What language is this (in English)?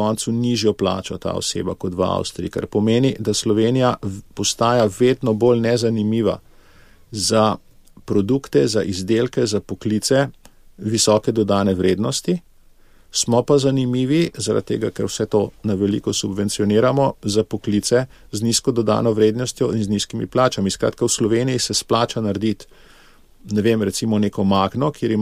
Slovenian